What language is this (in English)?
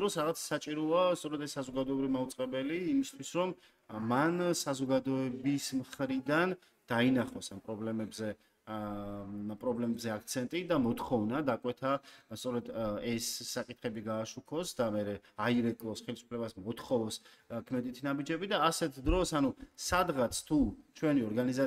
Georgian